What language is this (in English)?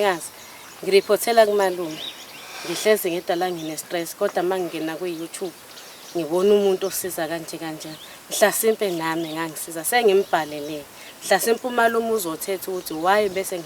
Zulu